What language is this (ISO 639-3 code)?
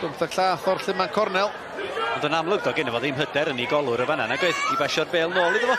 cym